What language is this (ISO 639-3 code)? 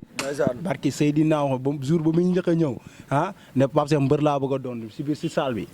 wol